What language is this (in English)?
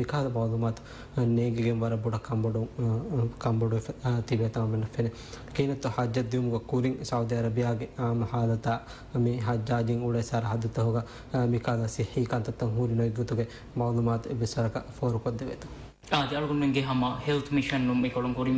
Divehi